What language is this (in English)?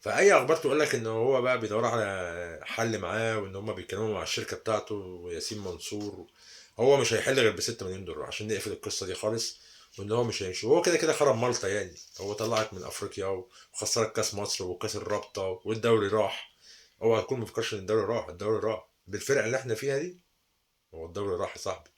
Egyptian Arabic